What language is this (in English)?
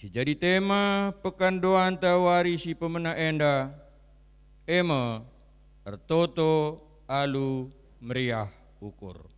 Batak Karo